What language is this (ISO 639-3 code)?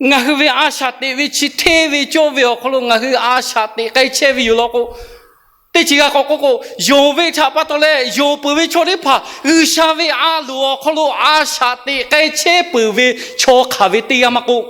lhu